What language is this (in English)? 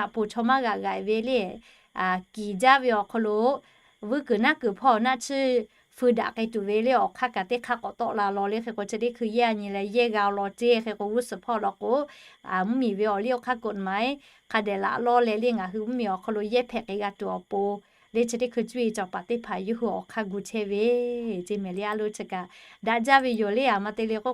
Lahu